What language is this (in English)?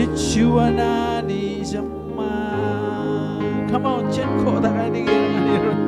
Marshallese